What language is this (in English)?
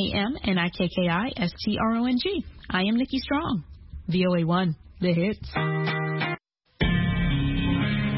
Swahili